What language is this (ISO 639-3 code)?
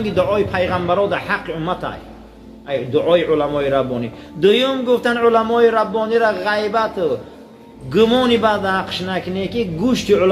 tgk